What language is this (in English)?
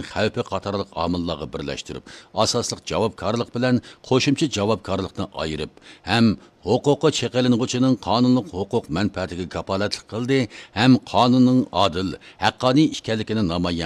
Uyghur